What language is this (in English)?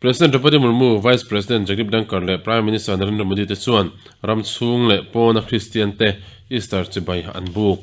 Mizo